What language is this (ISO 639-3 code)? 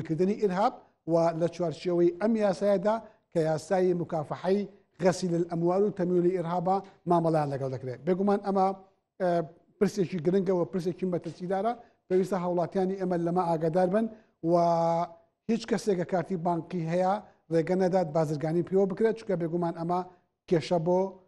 ckb